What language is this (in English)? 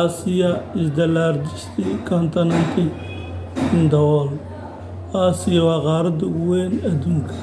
Somali